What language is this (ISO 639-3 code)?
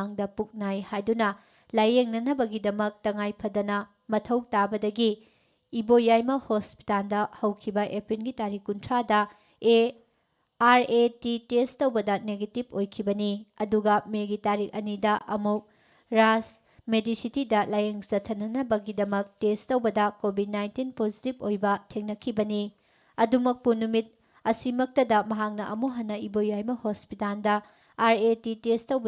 mni